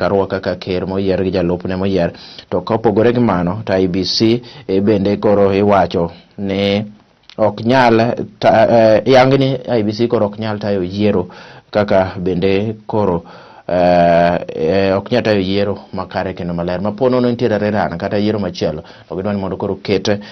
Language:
Luo (Kenya and Tanzania)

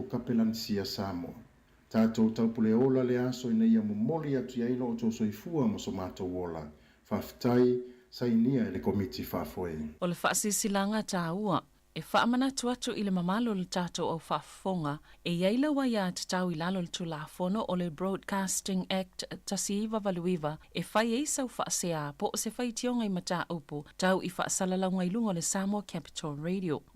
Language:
Samoan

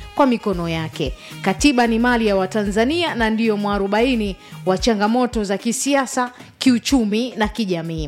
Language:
Swahili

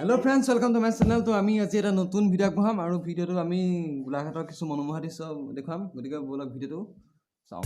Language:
Assamese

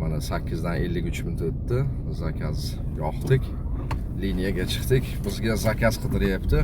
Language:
Uzbek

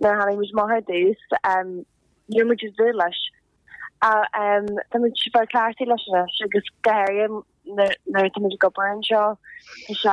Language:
Irish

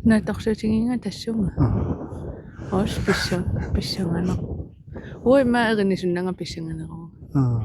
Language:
Kalaallisut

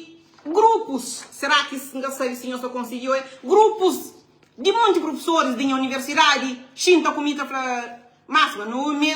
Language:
Kabuverdianu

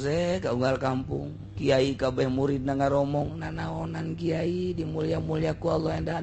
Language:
Sundanese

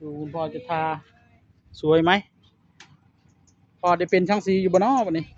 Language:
Northeastern Thai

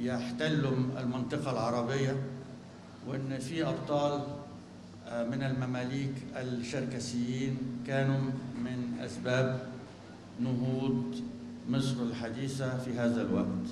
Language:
North Levantine Arabic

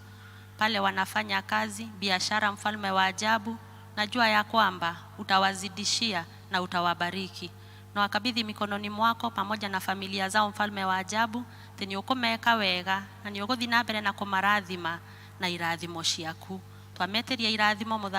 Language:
Kikuyu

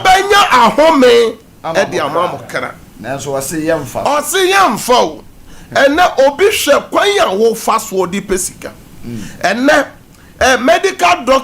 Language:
Akan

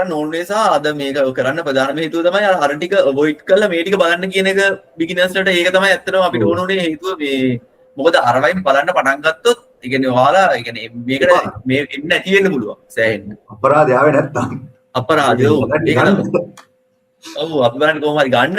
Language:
Sinhala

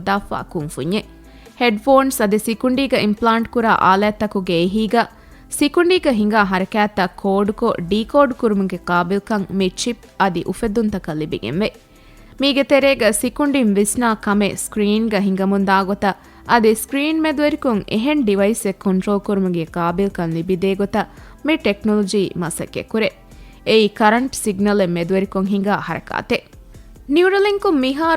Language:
Divehi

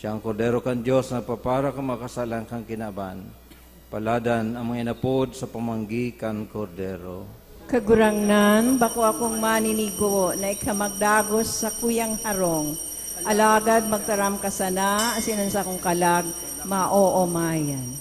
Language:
Bikol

